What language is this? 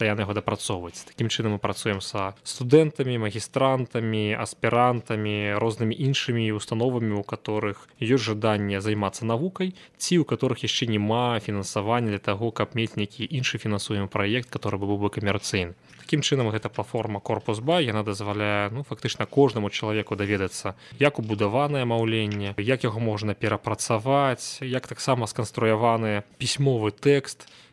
Belarusian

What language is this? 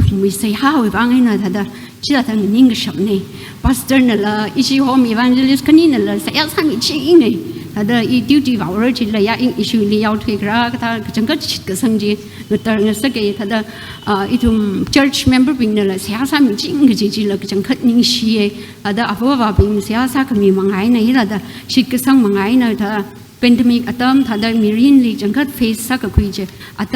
Tangkhul Naga (India)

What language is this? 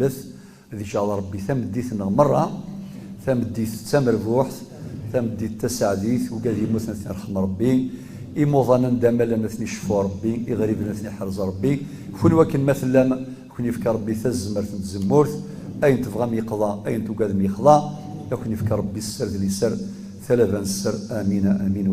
Kabyle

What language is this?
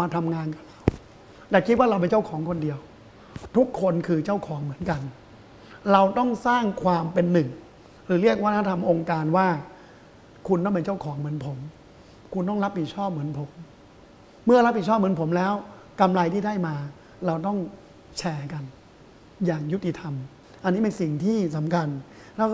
Thai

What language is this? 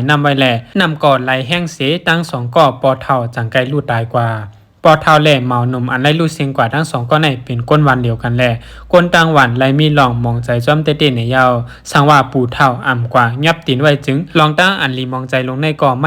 Shan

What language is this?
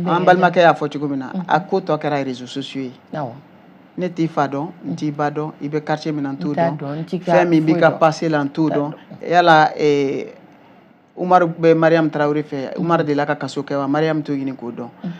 Bambara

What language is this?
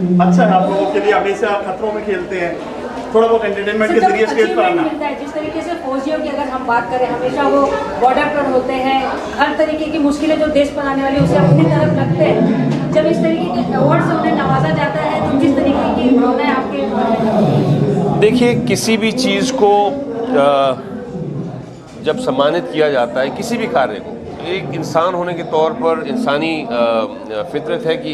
Hindi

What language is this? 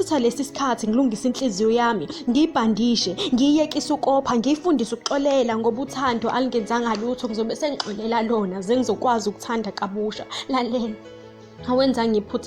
Zulu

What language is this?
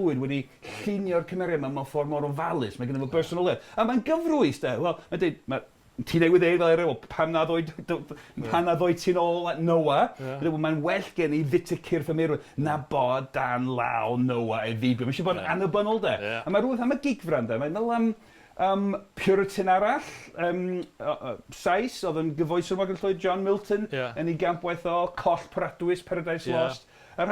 Welsh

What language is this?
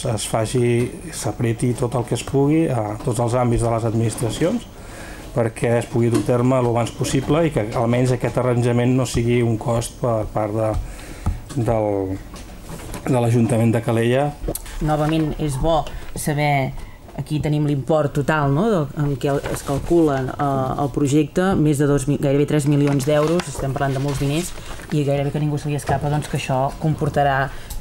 Catalan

